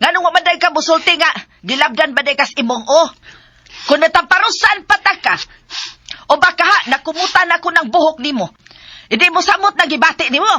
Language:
Cebuano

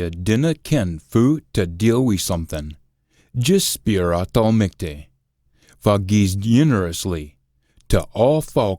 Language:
Scots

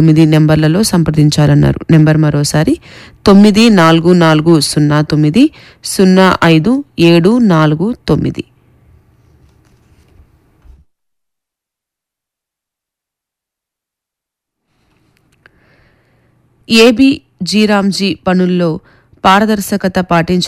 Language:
Telugu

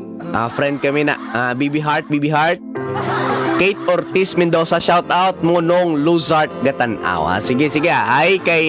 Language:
Hiligaynon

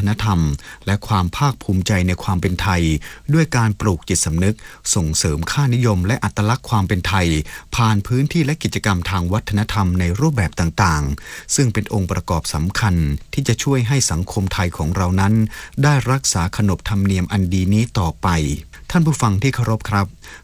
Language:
Thai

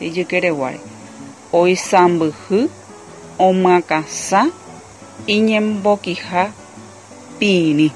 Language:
Guarani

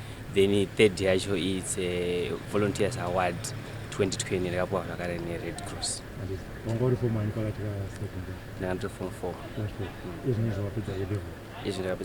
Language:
Shona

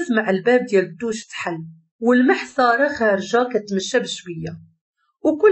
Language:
Moroccan Arabic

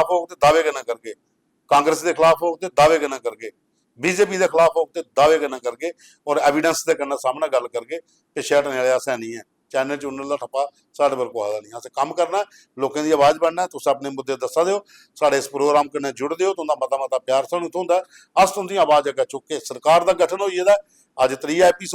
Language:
Dogri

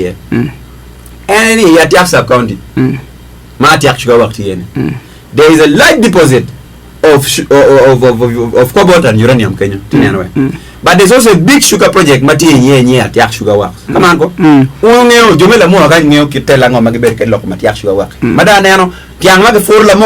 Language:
Acoli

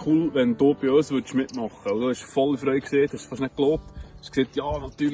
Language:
Swiss German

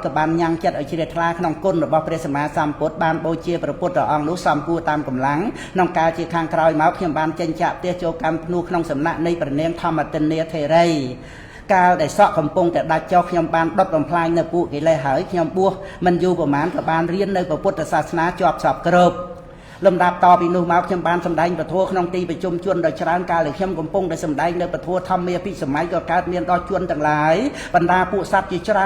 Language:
Khmer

